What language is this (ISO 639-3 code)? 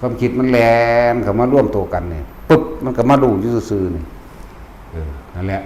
tts